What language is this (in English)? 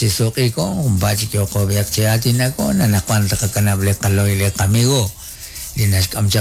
Kekchí